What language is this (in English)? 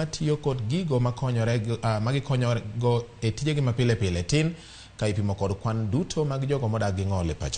Luo (Kenya and Tanzania)